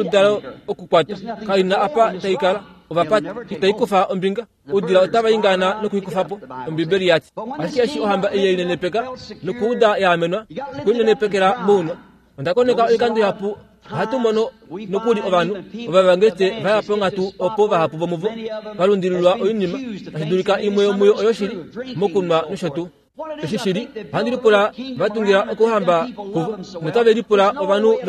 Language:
Kuanyama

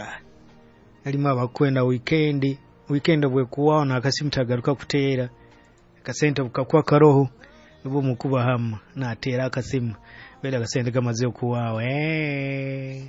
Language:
Nyoro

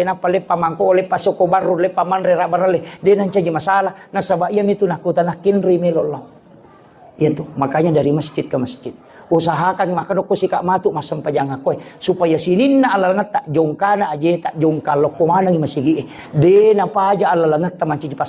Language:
Buginese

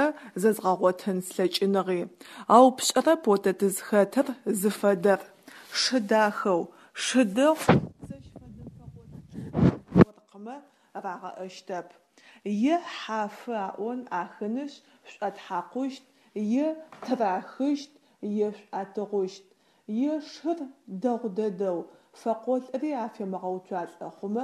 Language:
Adyghe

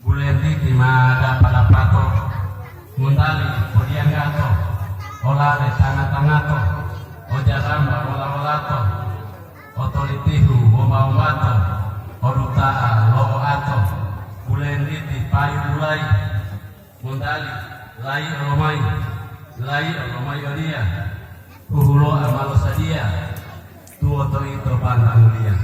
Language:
Gorontalo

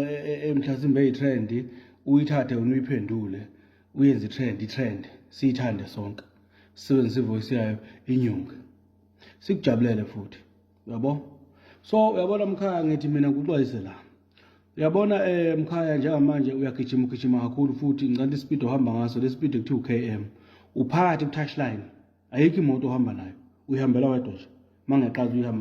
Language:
Zulu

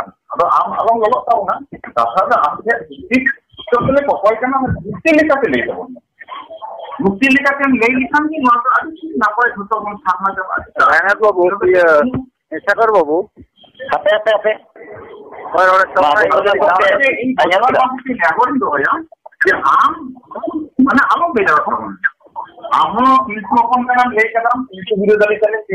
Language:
Santali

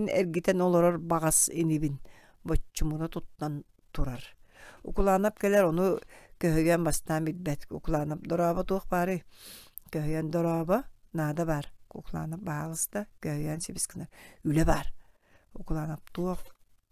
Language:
Yakut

